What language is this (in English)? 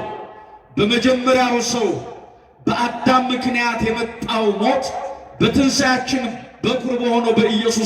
Amharic